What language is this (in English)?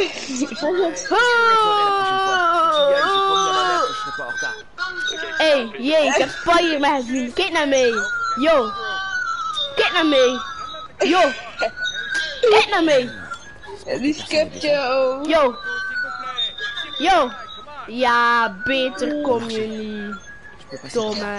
Dutch